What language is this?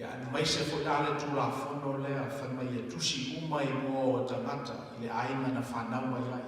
Samoan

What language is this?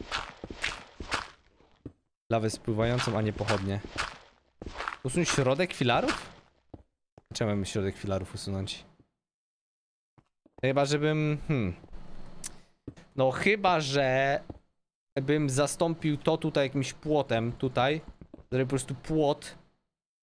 Polish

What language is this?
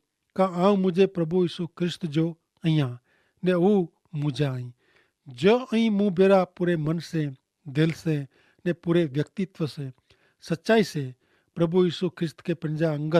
Kachhi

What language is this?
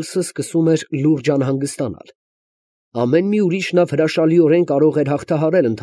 Armenian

